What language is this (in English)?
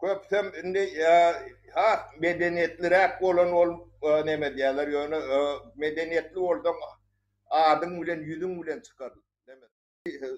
Turkmen